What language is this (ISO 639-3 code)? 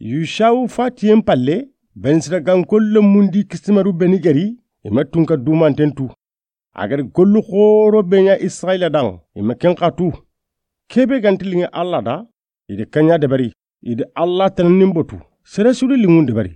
snk